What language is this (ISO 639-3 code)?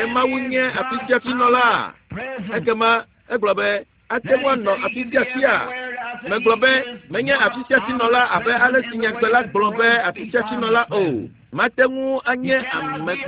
ewe